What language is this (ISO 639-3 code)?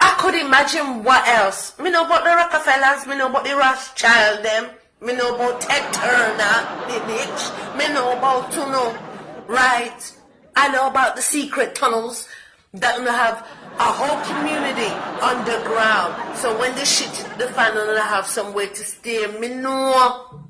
jam